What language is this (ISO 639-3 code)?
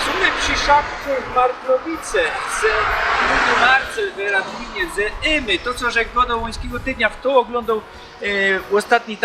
szl